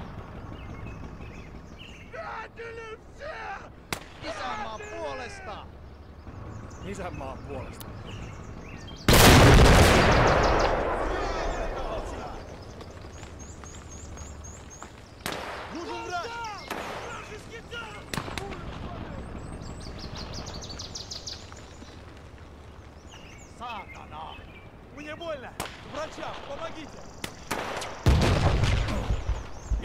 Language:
Finnish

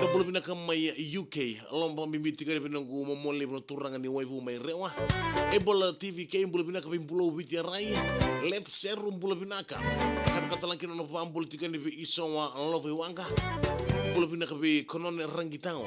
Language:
Fijian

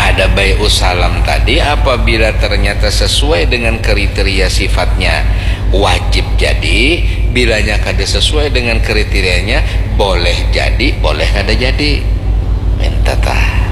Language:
Banjar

